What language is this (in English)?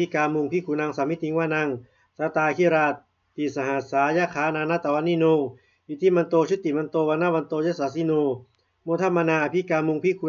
Pali